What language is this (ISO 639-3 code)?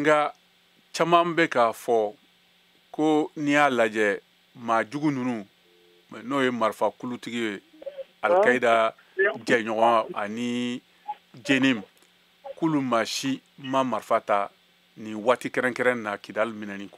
bam